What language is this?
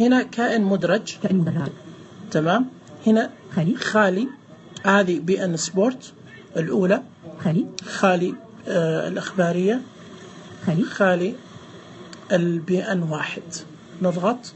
Najdi Arabic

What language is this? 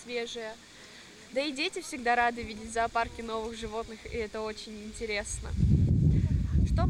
Russian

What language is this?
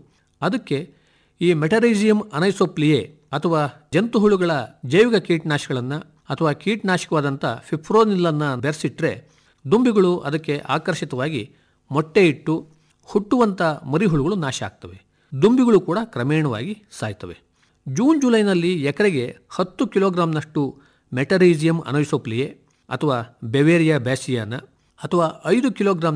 Kannada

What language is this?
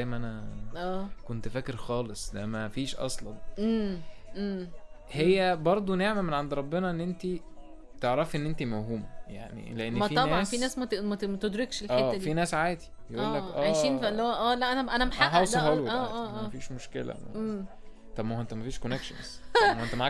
Egyptian Arabic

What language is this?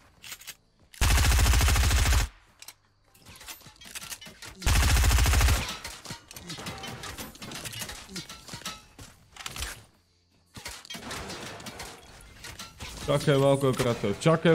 Bulgarian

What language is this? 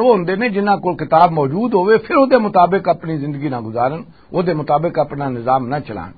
Western Panjabi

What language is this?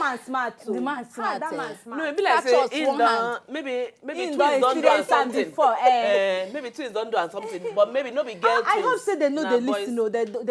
Nigerian Pidgin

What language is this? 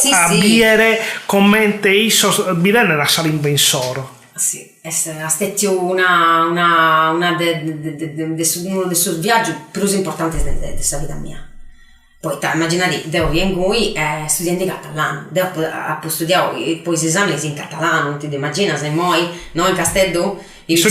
Sardinian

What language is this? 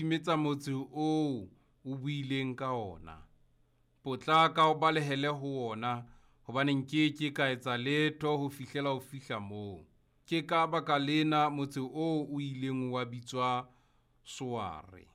Southern Sotho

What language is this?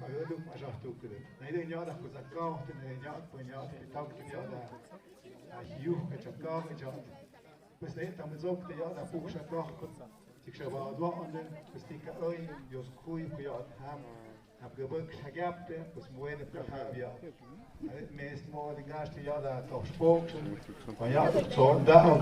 Tlahuitoltepec Mixe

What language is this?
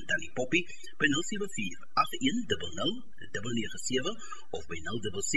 Afrikaans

